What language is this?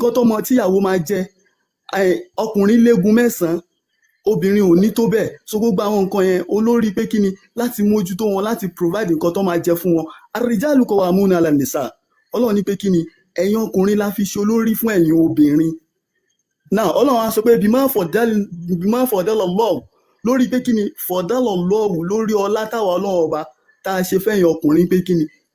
Yoruba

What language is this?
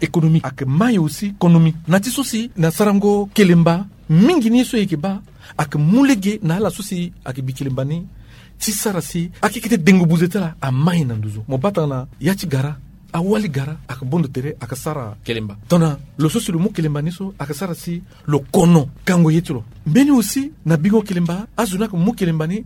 Sango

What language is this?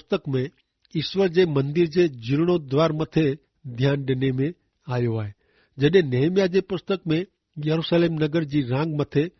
Kachhi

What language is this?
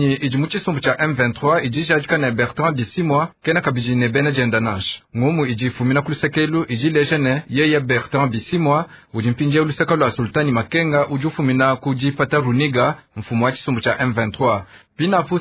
Luba-Lulua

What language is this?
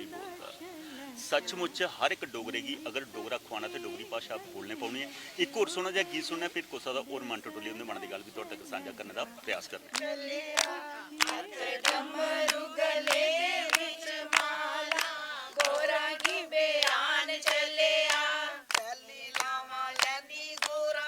Dogri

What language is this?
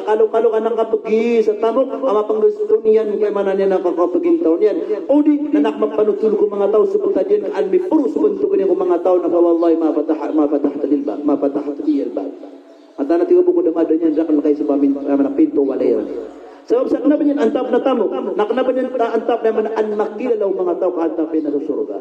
Maranao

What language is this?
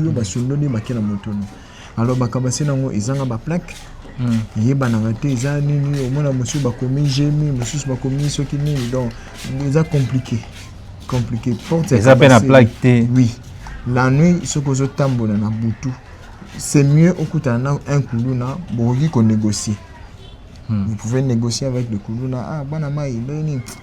Lingala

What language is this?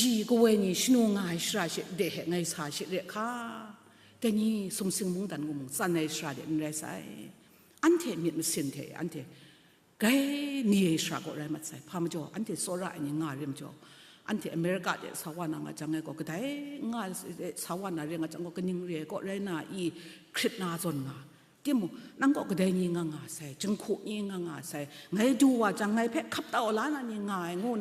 Kachin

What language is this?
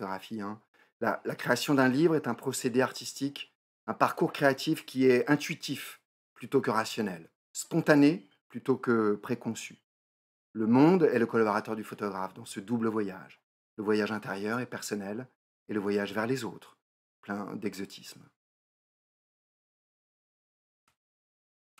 French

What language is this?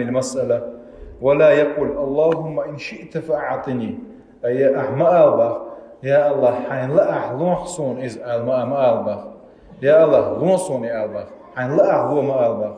Chechen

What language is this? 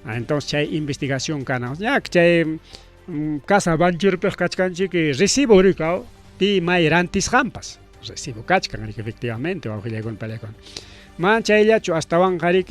Ayacucho Quechua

